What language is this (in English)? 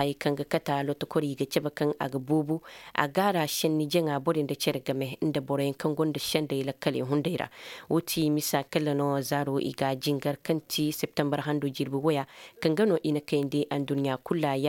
Zarma